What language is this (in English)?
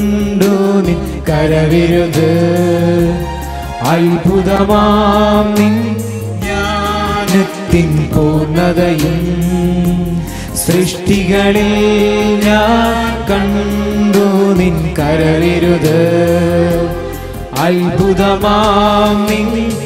Malayalam